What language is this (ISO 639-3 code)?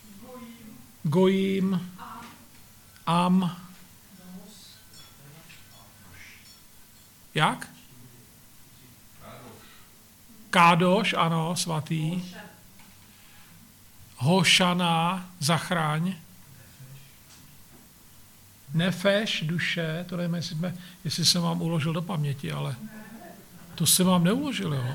ces